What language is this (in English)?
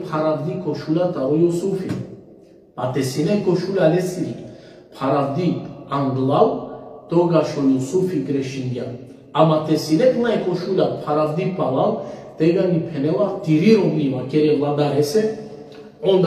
Balkan Romani